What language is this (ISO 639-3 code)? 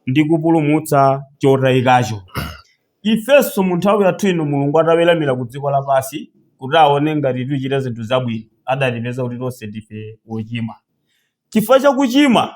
nya